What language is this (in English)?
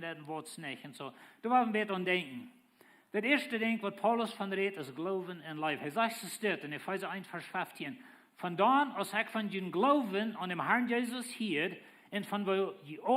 Plautdietsch